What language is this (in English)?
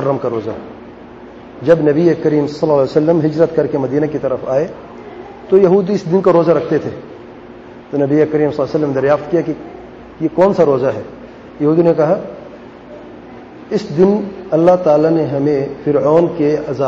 Urdu